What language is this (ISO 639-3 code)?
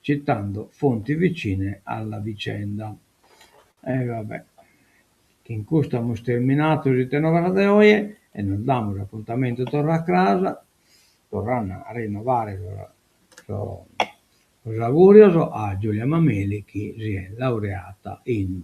srd